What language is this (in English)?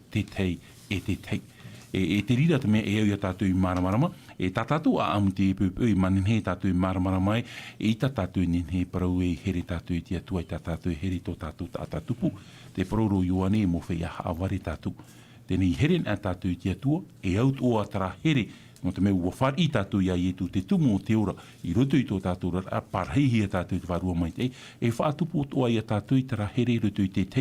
Tahitian